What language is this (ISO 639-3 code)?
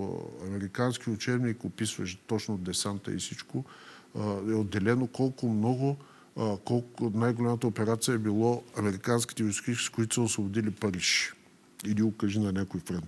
bul